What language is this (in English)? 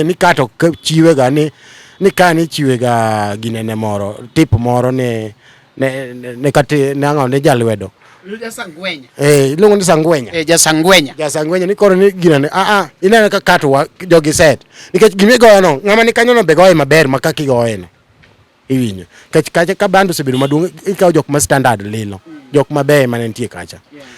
Luo (Kenya and Tanzania)